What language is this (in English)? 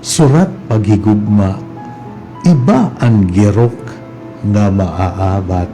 Waray